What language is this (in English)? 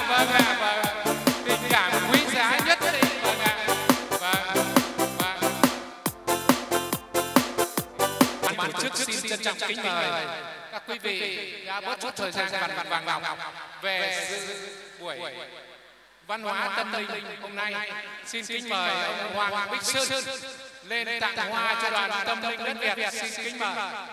Vietnamese